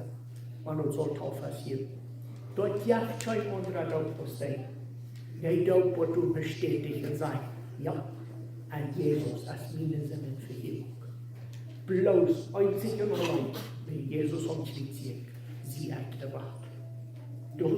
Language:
Plautdietsch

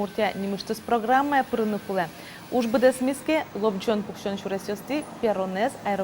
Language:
Udmurt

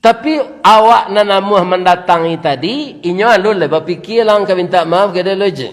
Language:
Minangkabau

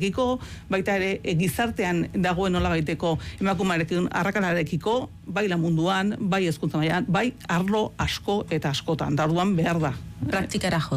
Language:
Basque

